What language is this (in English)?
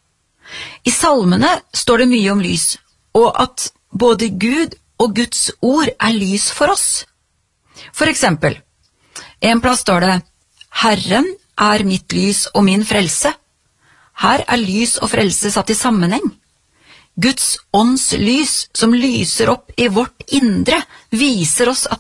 Norwegian